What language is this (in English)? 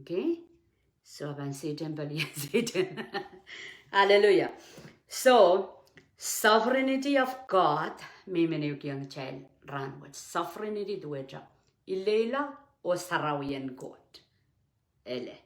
Pohnpeian